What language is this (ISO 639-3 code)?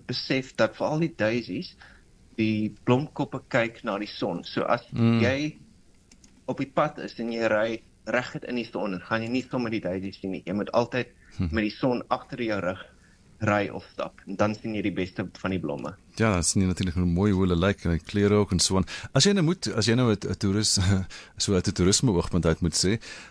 afr